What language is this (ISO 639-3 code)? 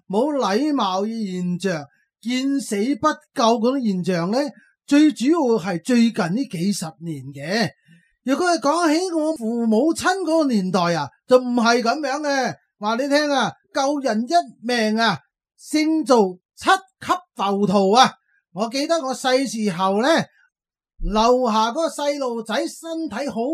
yue